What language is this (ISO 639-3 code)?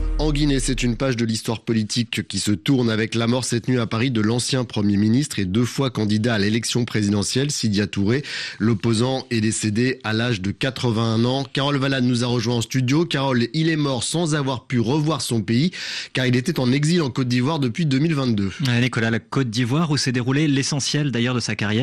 fra